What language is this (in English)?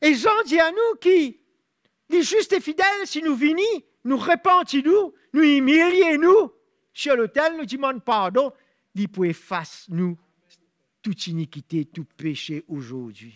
Morisyen